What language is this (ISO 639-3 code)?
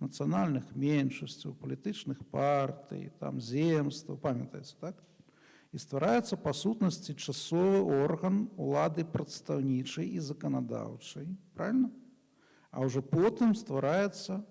bel